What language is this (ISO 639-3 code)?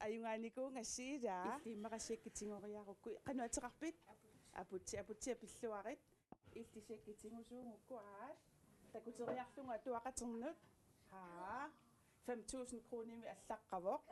kal